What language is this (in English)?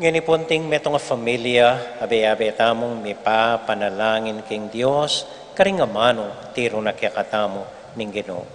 Pampanga